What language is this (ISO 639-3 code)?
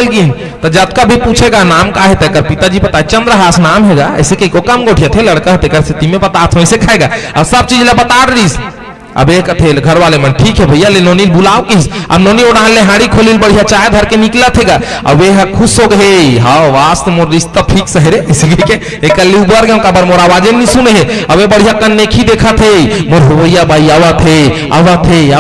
hne